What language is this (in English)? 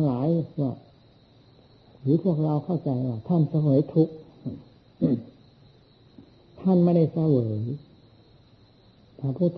Thai